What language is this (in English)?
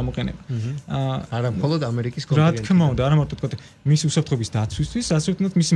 Georgian